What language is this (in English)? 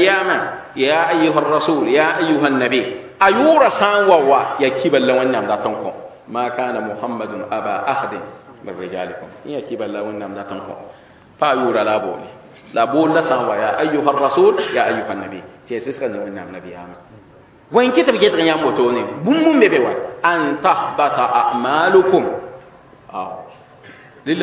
Mossi